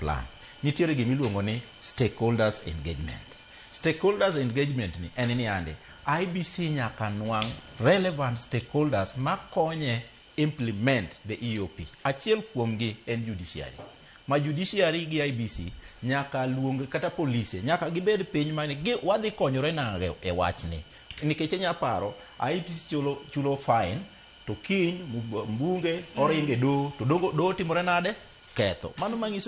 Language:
Luo (Kenya and Tanzania)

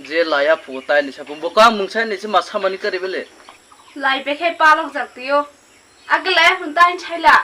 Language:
Kok Borok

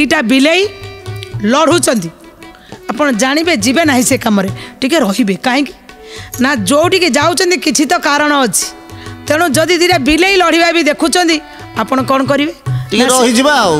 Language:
Odia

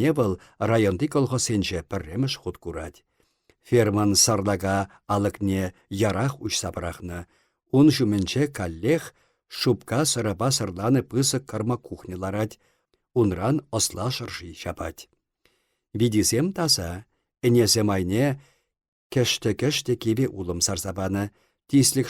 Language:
Chuvash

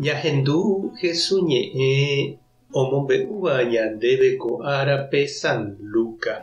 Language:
Guarani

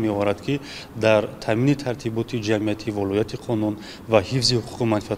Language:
Tajik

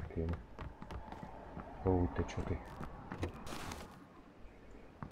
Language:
Hungarian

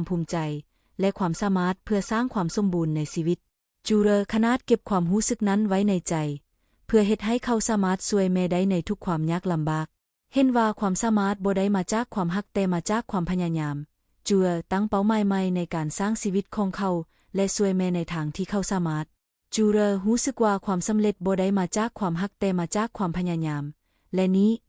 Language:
Lao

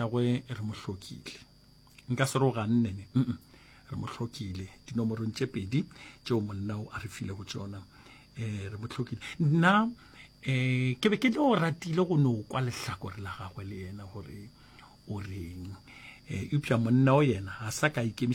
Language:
Northern Sotho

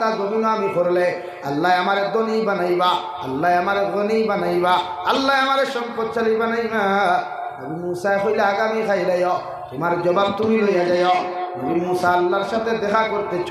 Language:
Sylheti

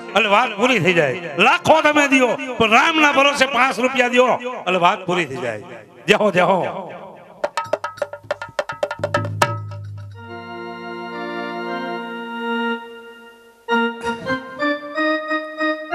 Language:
Gujarati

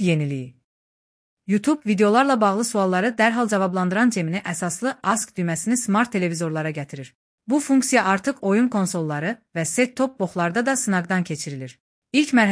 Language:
Azerbaijani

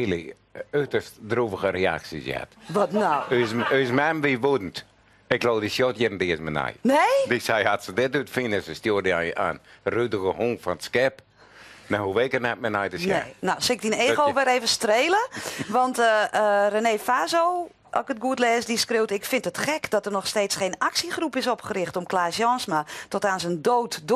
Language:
Western Frisian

